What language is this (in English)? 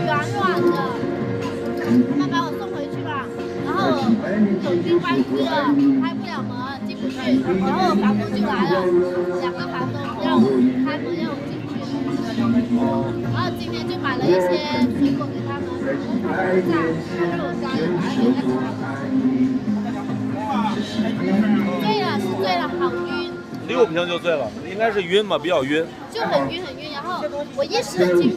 Chinese